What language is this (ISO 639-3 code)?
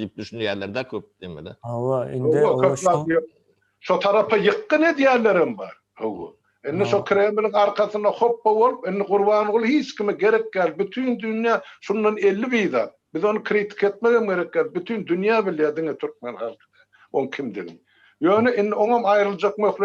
tuk